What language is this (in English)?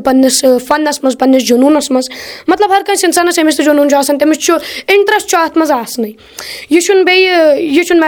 Kashmiri